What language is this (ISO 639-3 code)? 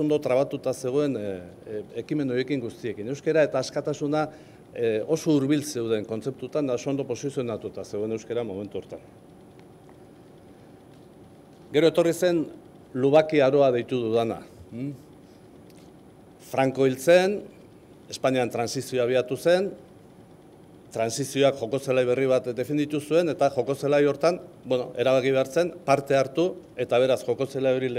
eus